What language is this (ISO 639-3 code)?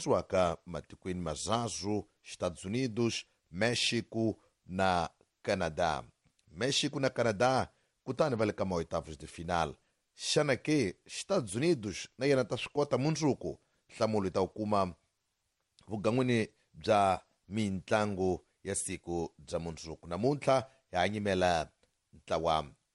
tso